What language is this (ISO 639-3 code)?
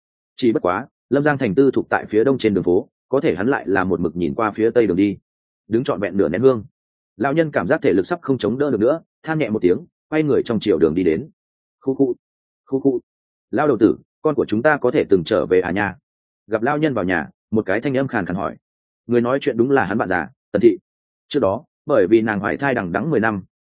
vie